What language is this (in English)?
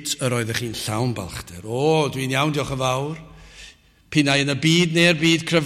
Welsh